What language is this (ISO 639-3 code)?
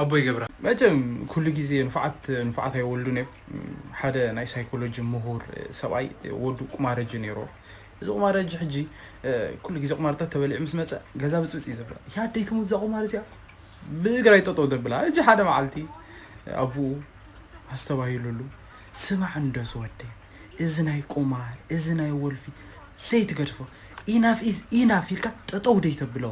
tir